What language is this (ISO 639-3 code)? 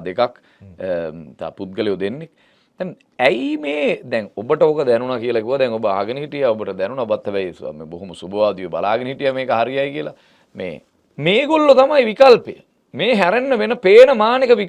sin